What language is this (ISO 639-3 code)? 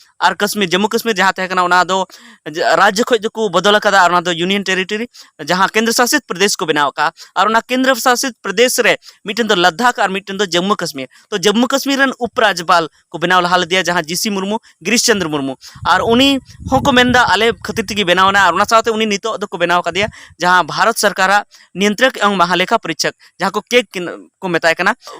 sat